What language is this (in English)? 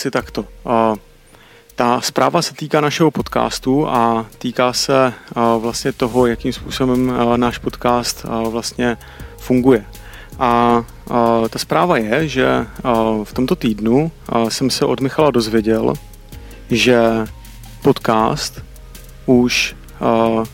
Czech